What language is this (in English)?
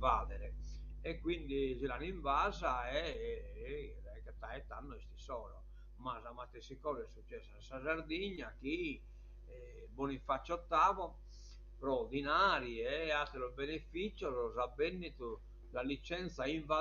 Sardinian